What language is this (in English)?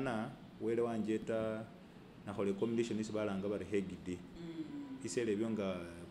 Masaaba